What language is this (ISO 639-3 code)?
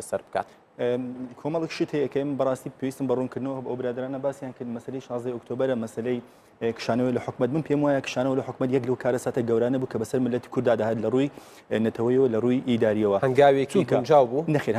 ckb